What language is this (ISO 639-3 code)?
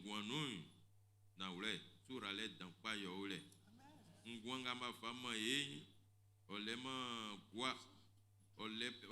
bci